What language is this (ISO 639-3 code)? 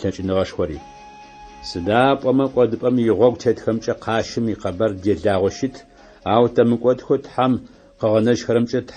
ady